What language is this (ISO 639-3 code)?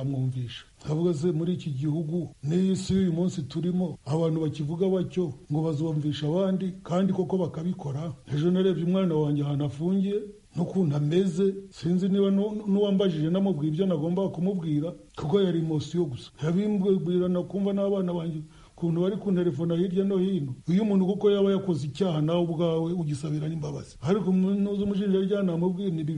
kin